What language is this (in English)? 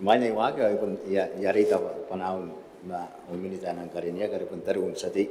Gilbertese